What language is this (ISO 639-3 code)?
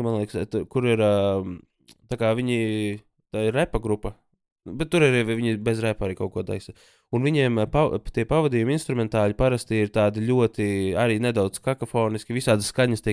lav